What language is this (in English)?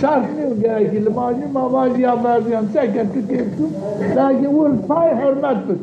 Zaza